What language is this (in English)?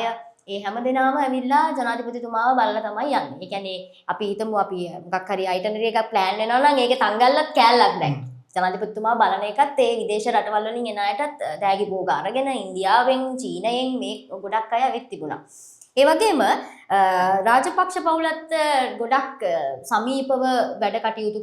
Sinhala